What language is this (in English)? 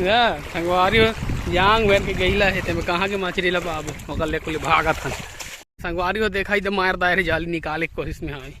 Chhattisgarhi